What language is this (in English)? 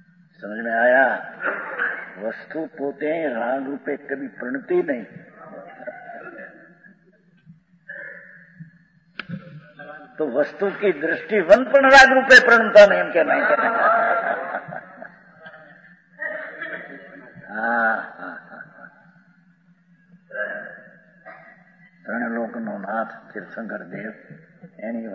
Hindi